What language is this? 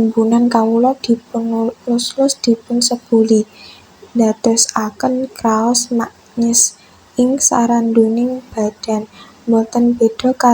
Javanese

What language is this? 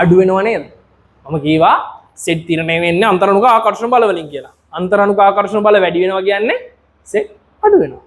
Sinhala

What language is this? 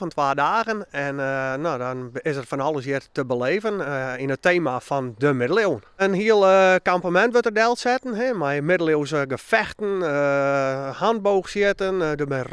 Western Frisian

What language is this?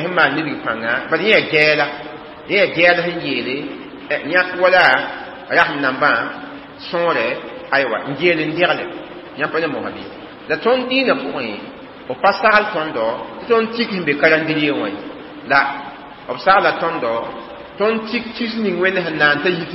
Mossi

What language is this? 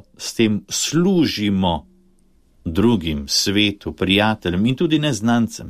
Slovenian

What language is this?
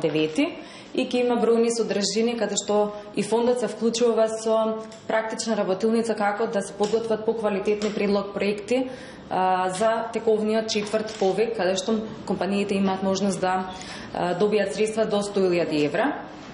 Macedonian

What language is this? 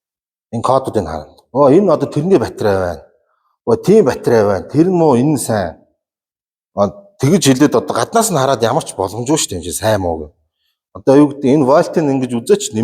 Mongolian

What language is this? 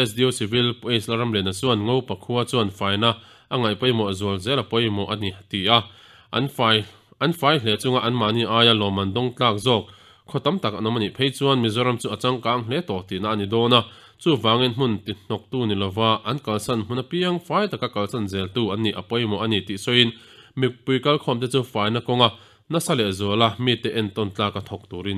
Mizo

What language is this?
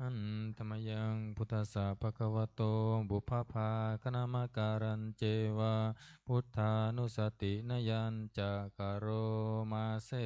Pali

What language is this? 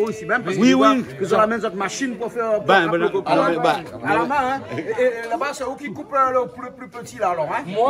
Réunion Creole French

